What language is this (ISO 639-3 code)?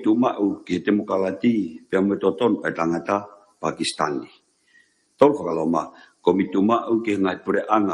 ton